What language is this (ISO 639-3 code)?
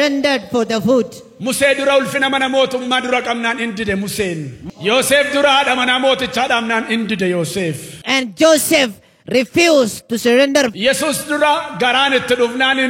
orm